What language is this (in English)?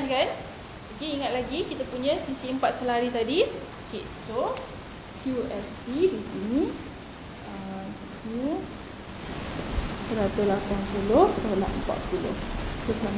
Malay